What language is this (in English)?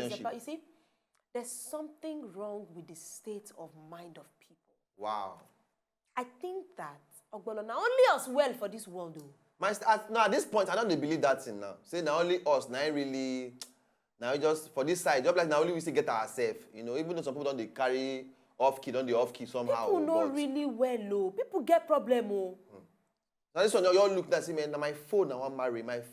Nigerian Pidgin